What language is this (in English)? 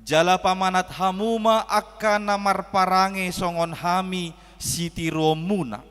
Batak Toba